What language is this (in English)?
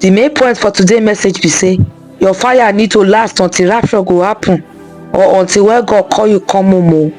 Nigerian Pidgin